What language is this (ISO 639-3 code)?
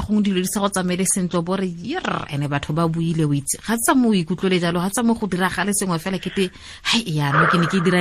tsn